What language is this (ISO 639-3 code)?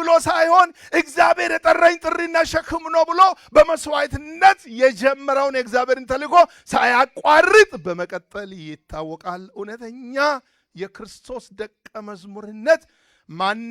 amh